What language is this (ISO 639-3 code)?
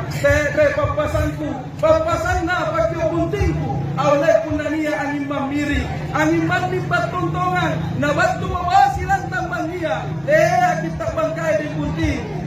mak